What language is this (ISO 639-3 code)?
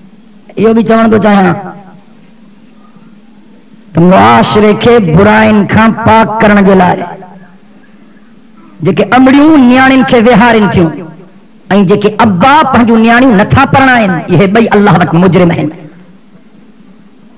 snd